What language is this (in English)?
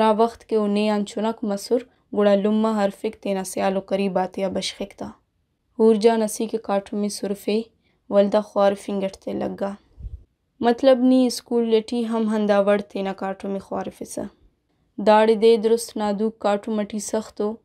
Brahui